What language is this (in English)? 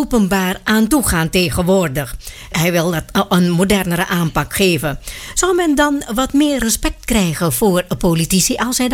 Dutch